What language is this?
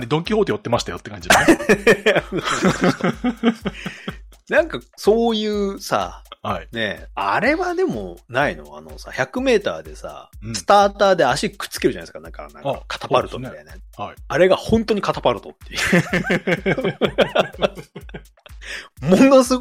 Japanese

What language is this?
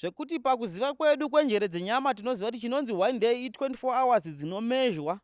Shona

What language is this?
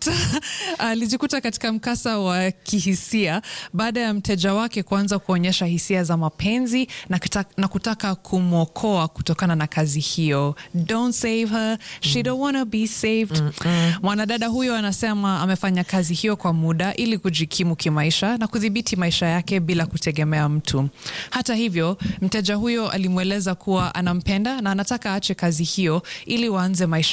Swahili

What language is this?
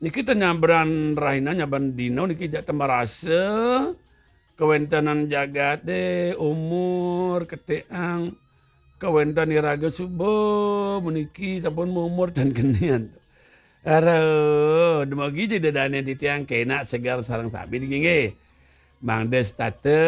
Balinese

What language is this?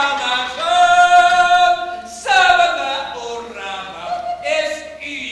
Chuvash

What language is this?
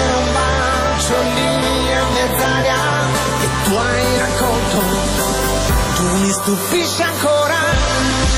Italian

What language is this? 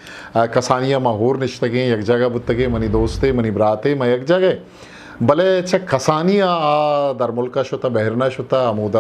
Eastern Balochi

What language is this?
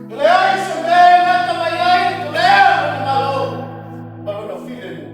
Samoan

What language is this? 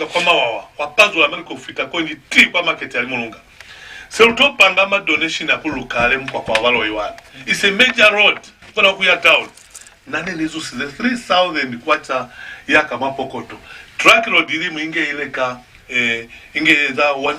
Lozi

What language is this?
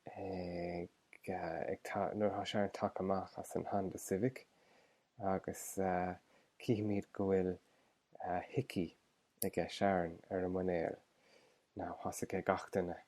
Irish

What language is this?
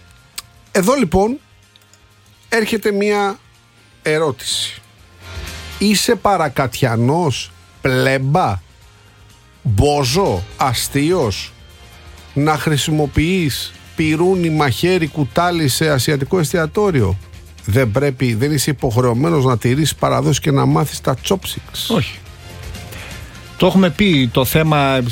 Greek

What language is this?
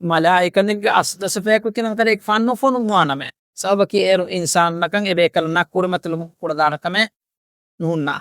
Divehi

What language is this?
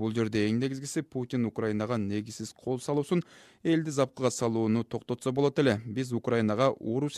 Kyrgyz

